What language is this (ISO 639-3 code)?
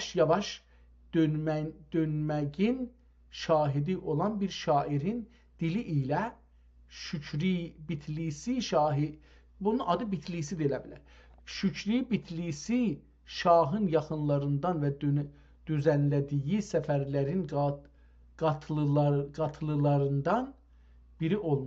azb